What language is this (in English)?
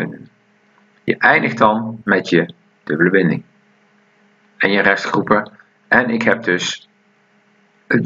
Dutch